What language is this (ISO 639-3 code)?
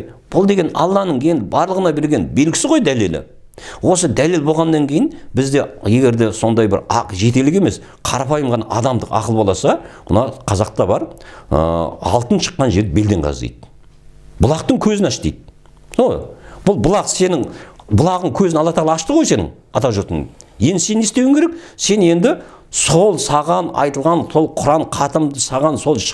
kaz